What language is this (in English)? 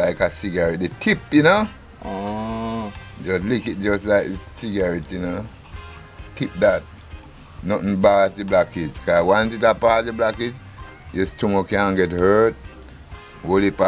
Jamaican Creole English